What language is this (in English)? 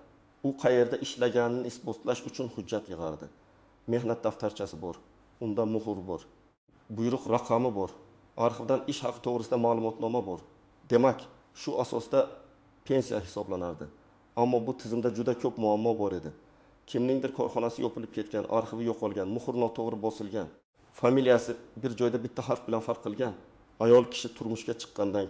Uzbek